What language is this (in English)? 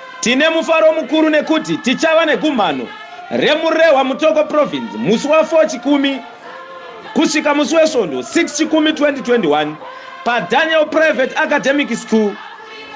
Shona